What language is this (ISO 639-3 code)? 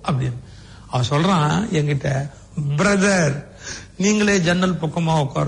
tam